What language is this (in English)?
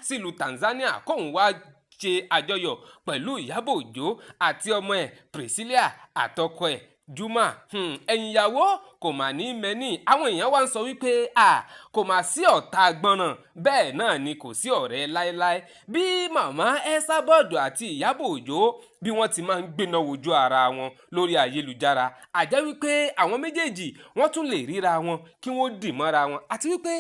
Yoruba